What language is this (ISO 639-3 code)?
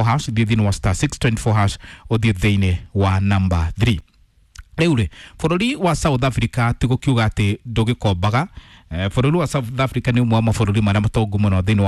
kik